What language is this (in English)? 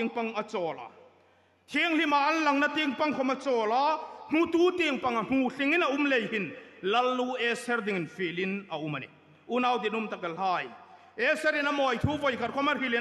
Hmar